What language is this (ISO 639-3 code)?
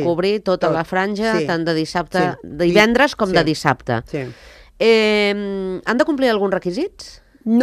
cat